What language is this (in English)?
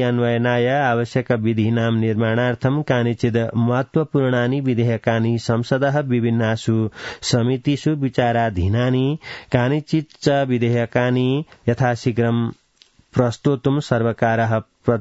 Sanskrit